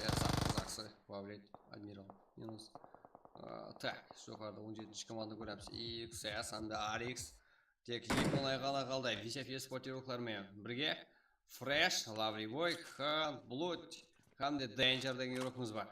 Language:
Kara-Kalpak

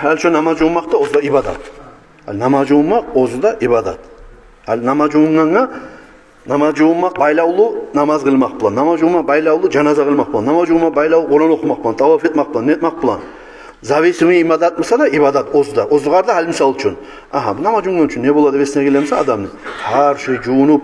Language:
Kumyk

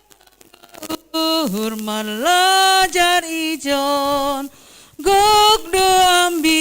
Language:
Batak Simalungun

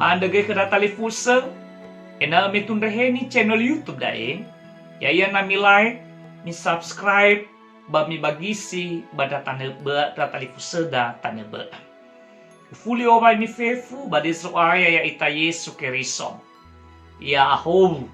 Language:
Nias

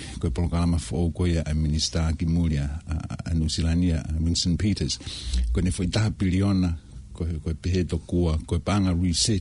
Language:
Tongan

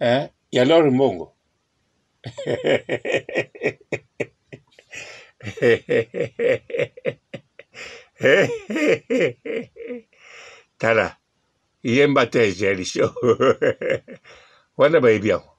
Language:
Lingala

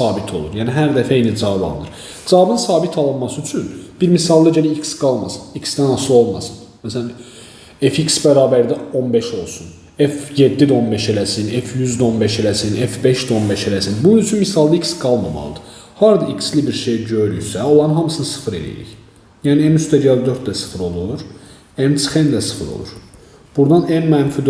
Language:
Azerbaijani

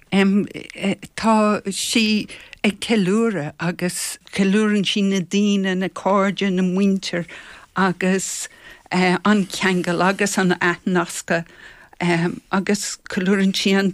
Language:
Irish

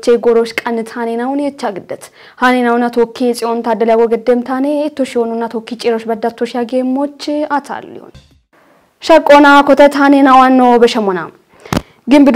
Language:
Kafa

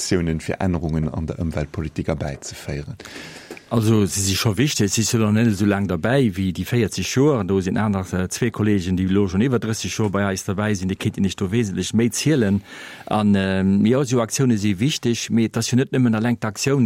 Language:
Luxembourgish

